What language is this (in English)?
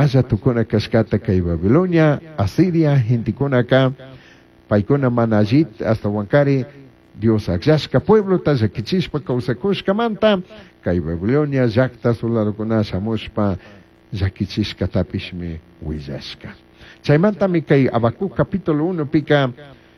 Chimborazo Highland Quichua